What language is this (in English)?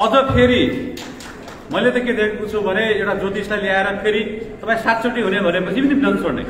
Nepali